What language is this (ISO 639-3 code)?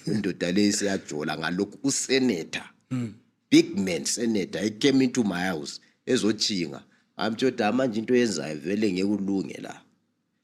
zul